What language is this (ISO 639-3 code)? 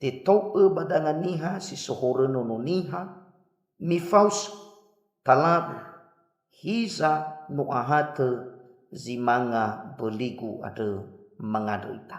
nia